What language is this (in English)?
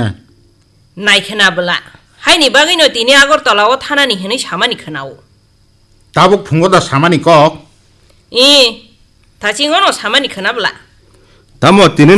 Kok Borok